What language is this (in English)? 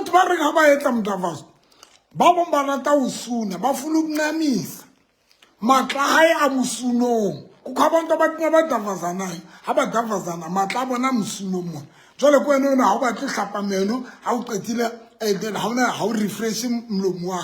Southern Sotho